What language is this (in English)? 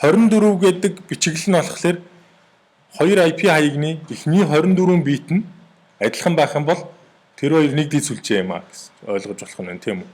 Mongolian